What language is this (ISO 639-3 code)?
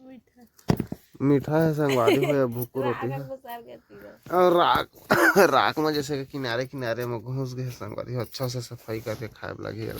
hne